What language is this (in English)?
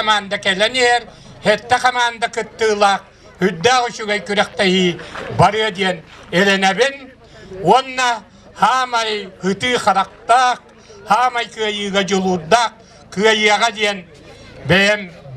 Yakut